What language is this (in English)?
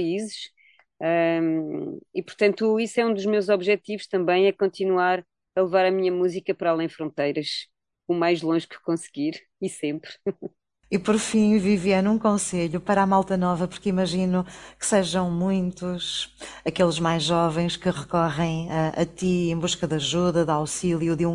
Portuguese